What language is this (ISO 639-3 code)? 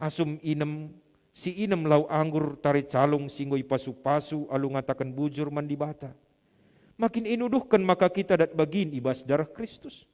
btx